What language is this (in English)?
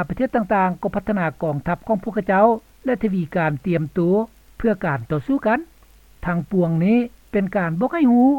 Lao